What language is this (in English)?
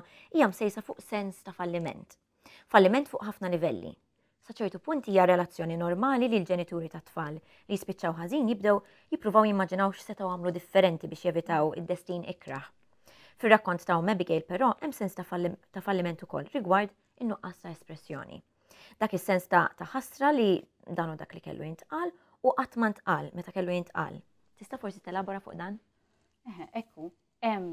Maltese